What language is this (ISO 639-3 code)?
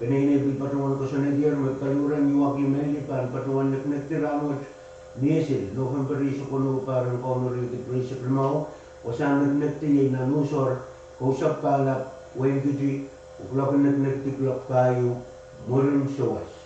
pon